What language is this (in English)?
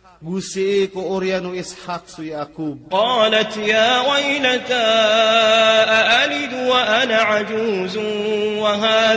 Maranao